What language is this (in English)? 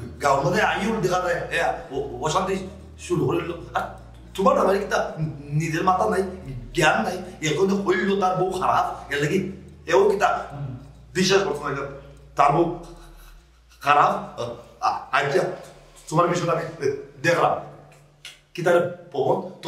Sylheti